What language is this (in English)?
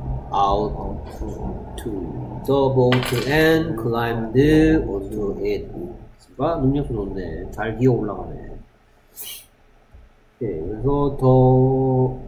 Korean